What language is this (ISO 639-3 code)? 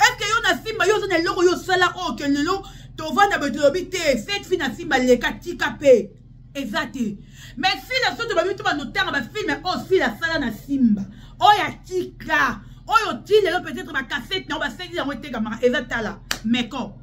lin